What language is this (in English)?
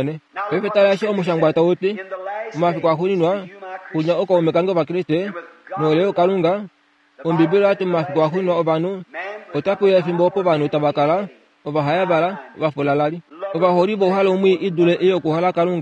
Kuanyama